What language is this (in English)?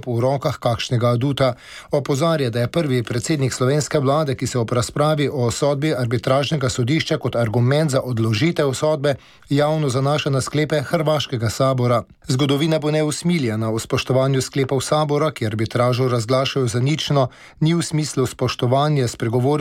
Slovenian